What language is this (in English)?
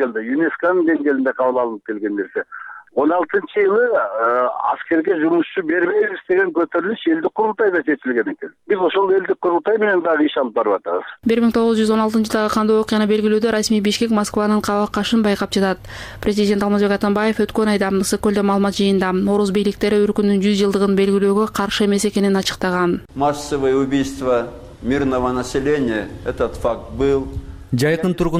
Kyrgyz